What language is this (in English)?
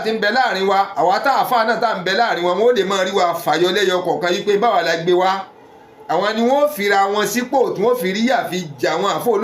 Yoruba